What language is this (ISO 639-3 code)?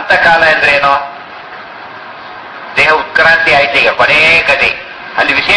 kan